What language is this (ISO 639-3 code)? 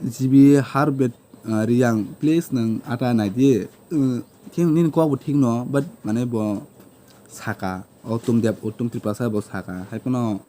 trp